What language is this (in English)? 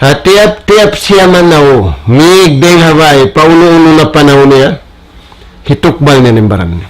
Tausug